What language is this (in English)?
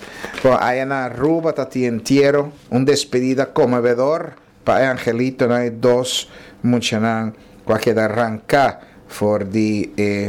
Papiamento